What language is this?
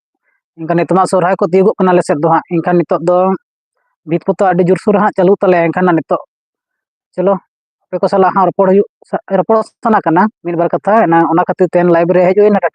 Santali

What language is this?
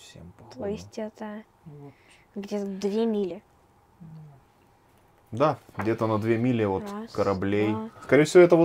Russian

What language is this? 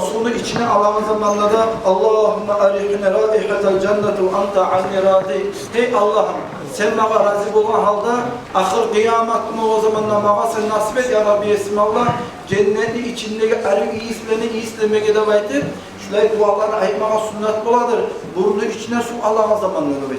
Kumyk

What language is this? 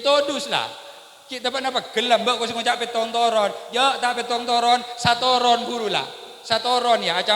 Madurese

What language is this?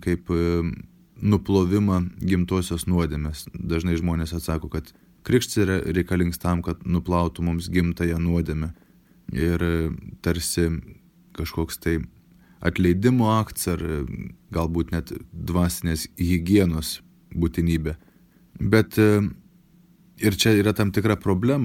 Lithuanian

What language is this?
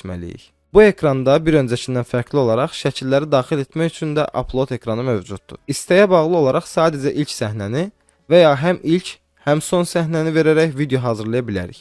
Azerbaijani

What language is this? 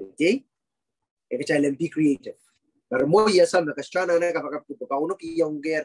Pohnpeian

